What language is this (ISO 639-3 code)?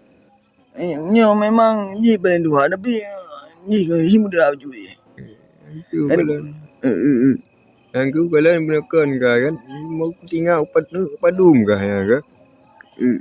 ace